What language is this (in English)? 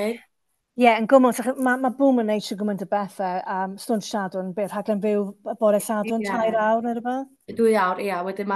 Welsh